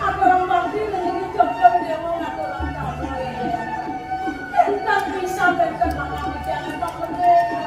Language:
Balinese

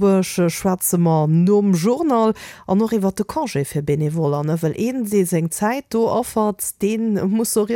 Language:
Luxembourgish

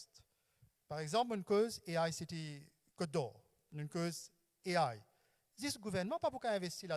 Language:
Morisyen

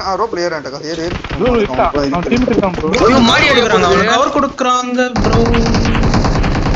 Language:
Tamil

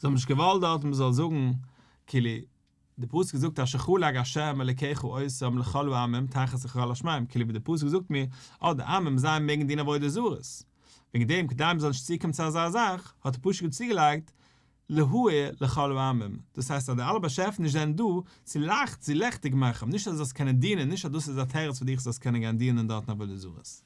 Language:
Yiddish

